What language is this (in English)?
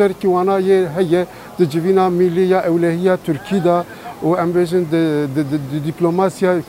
Kurdish